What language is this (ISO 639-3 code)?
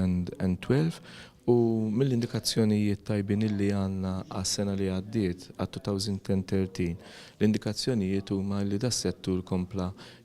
mlt